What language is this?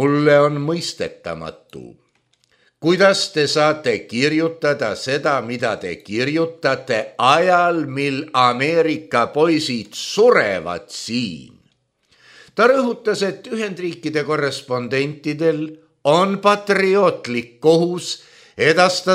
Estonian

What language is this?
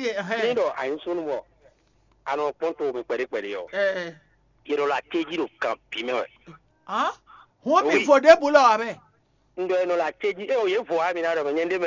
Fon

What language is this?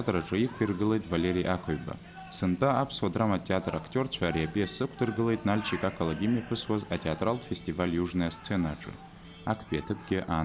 Abkhazian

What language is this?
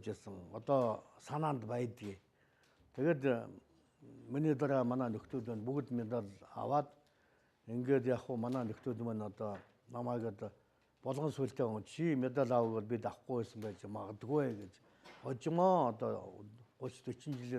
Mongolian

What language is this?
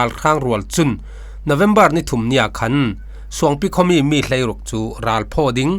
Falam Chin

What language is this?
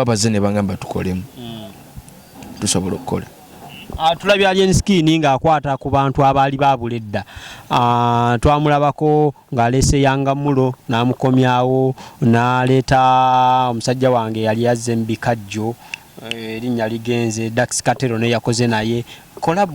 Ganda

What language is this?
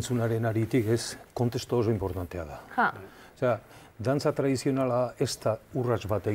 Basque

